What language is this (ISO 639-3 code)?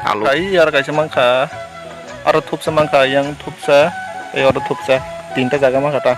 trp